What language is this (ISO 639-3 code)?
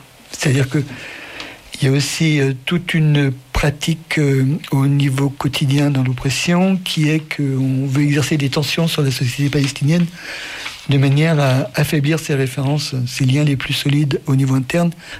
fra